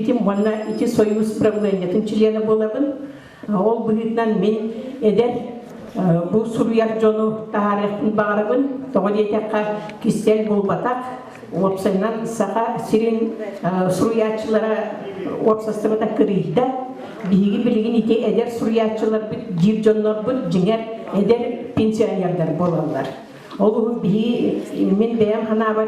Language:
Yakut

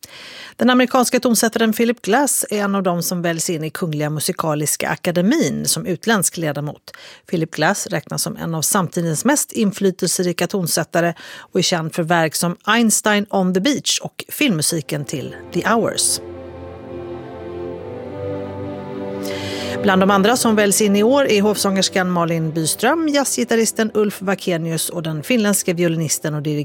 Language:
Swedish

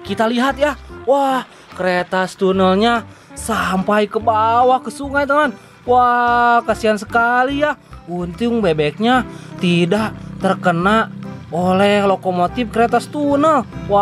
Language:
Indonesian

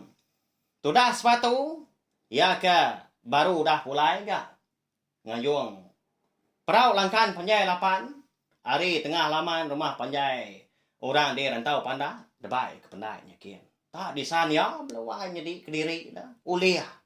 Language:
Iban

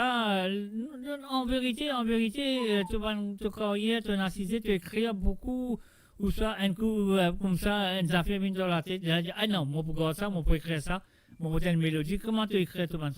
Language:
Morisyen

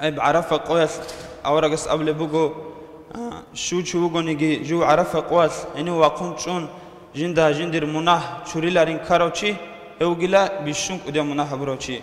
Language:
Avaric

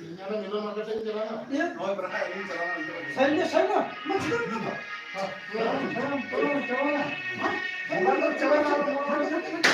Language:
Santali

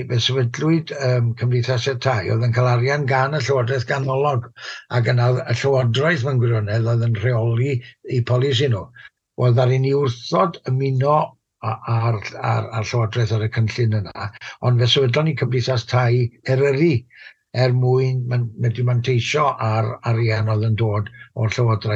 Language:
Welsh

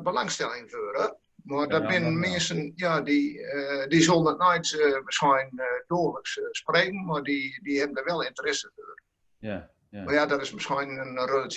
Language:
Gronings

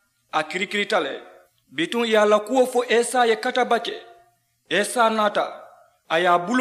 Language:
Mandingo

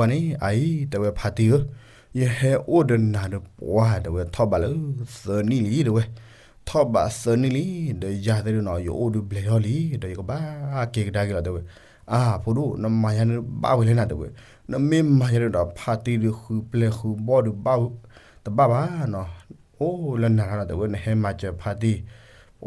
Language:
S'gaw Karen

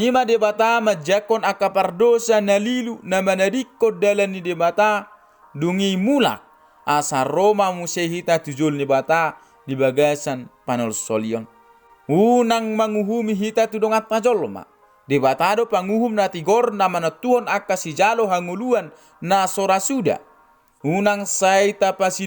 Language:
Batak Toba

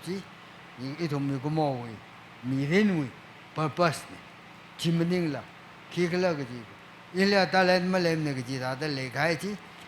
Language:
Tangkhul Naga (India)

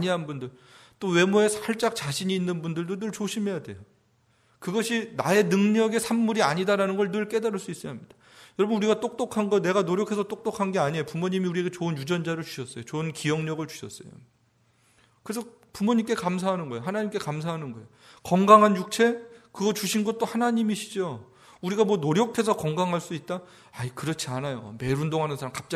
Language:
Korean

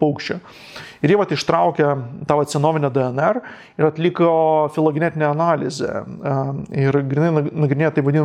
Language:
Lithuanian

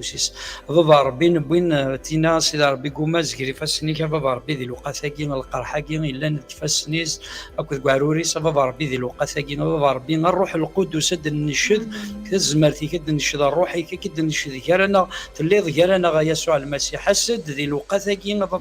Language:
Kabyle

